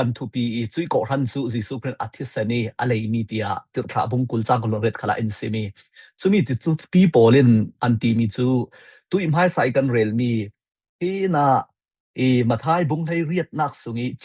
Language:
Falam Chin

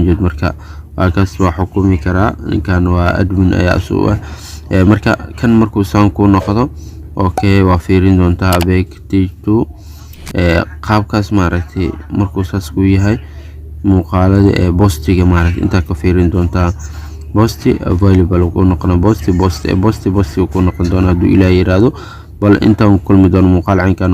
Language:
Somali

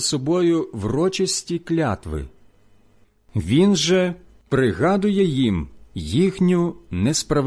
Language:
Ukrainian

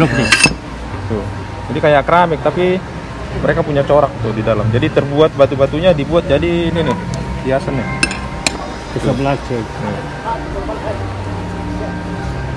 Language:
Indonesian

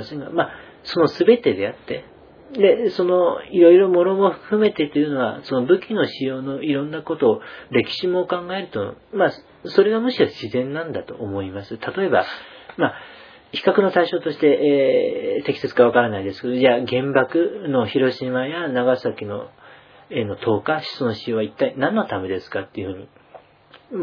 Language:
Japanese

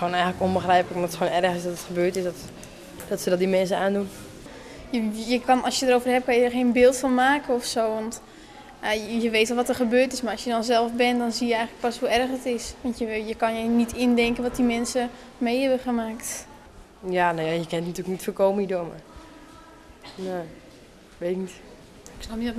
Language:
Dutch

